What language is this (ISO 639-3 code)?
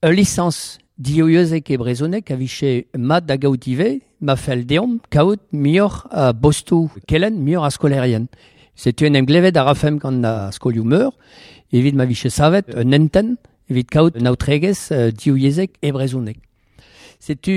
bre